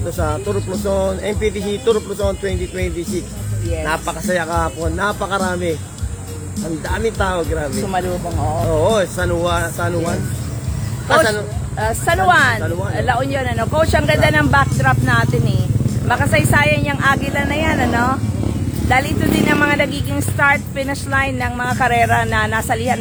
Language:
Filipino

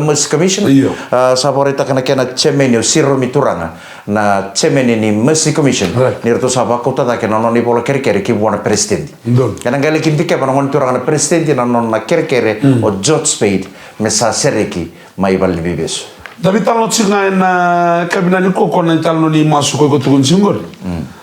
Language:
Fijian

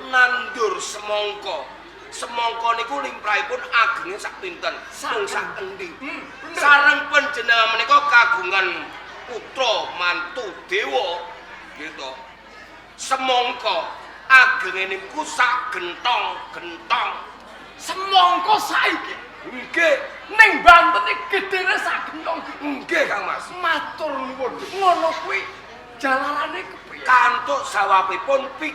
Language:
Javanese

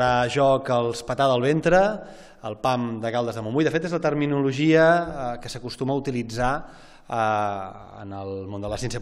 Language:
Catalan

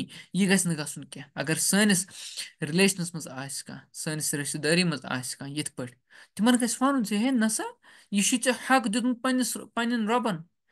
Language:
Kashmiri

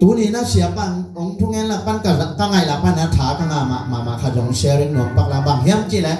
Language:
Tedim Chin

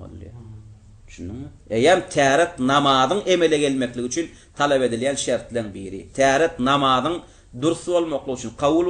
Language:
Turkmen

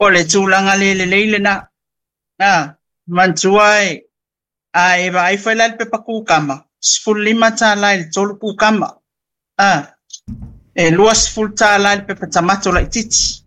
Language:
Samoan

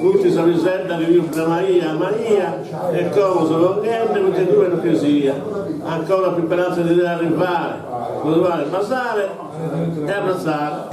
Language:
Sardinian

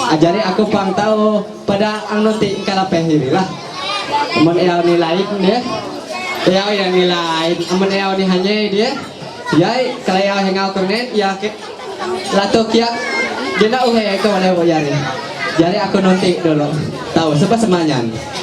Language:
Ma'anyan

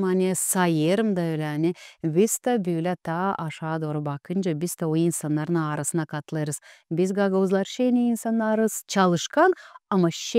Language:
Gagauz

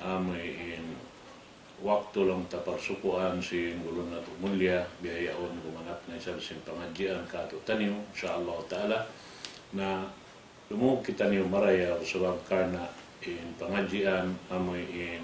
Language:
Tausug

